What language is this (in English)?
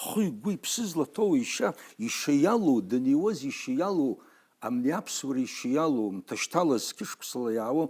Abkhazian